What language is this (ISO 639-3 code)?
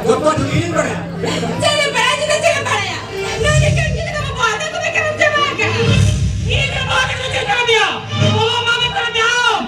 sat